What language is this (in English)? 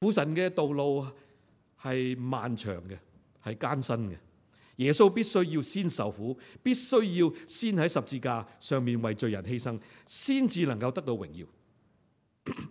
Cantonese